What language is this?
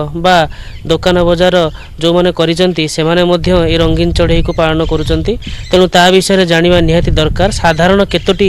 Odia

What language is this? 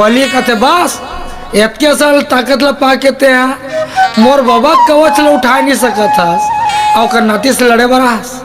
Chhattisgarhi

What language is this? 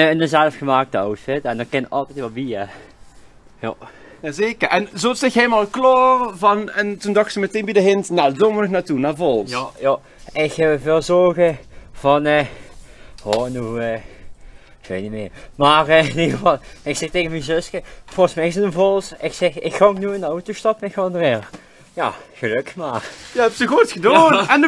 Limburgish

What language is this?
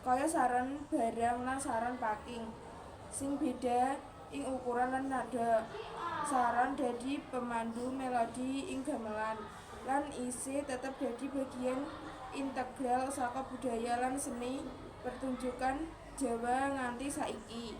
Javanese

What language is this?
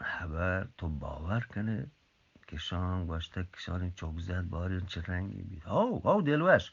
Eastern Balochi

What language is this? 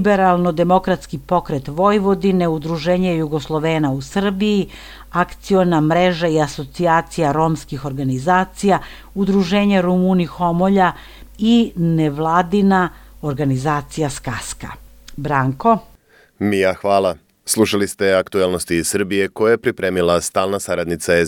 Serbian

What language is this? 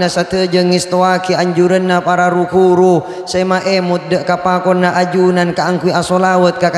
Madurese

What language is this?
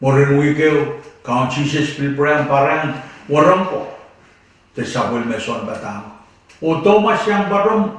Pohnpeian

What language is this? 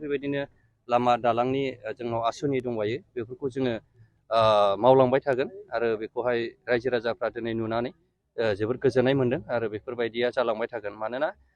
Bodo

